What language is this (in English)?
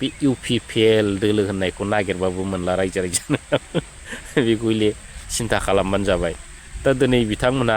Bodo